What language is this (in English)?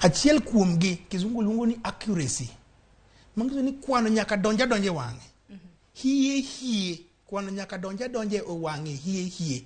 Luo (Kenya and Tanzania)